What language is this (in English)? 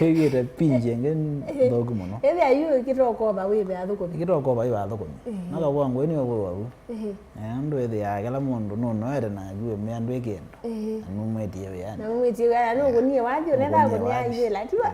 Kamba